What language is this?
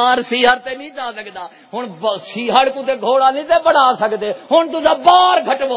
Saraiki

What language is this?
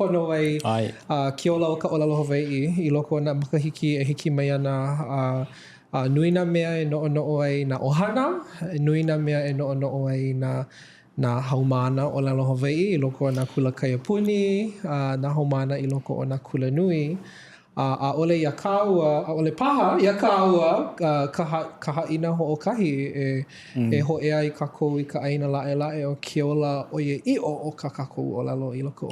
Hawaiian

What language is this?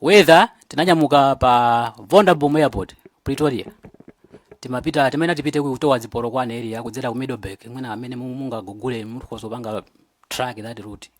Nyanja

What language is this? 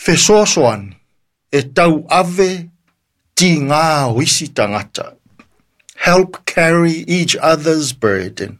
Samoan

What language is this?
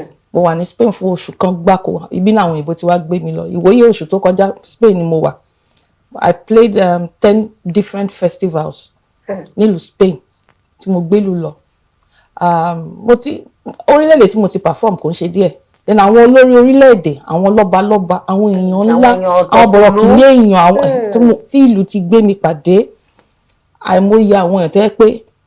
Yoruba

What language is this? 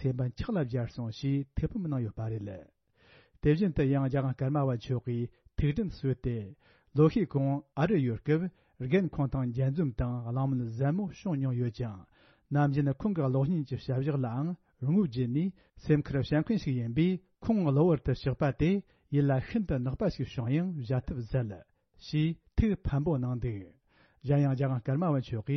Tibetan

